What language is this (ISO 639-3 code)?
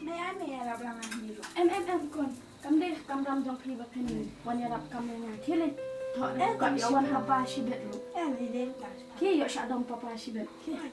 kha